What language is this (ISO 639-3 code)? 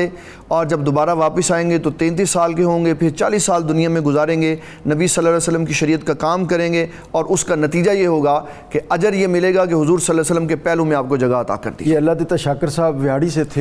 urd